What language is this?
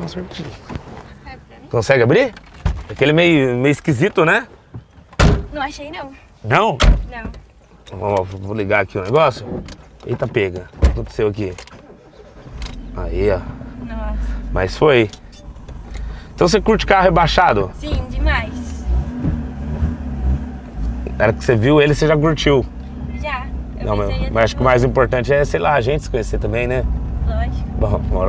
Portuguese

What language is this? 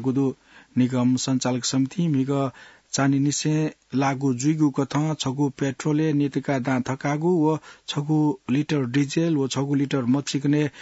Newari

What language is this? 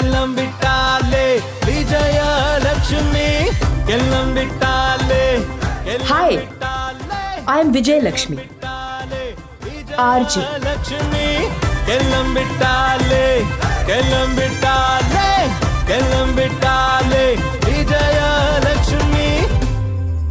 Tamil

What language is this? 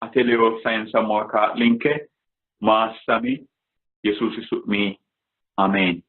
Sidamo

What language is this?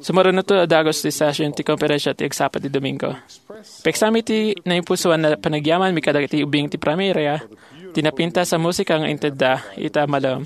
Iloko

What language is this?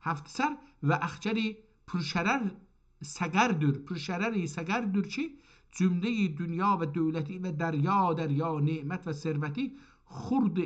South Azerbaijani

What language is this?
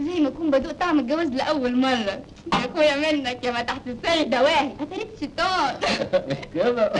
Egyptian Arabic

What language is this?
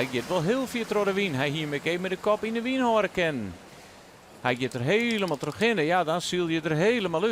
Western Frisian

